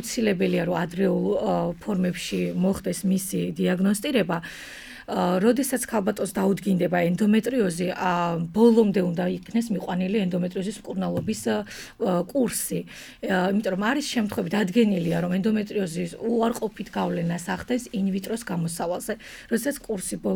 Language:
Georgian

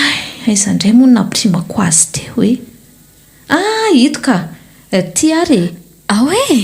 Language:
Malagasy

